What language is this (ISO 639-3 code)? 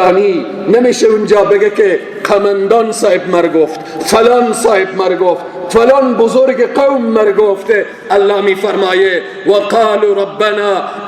fas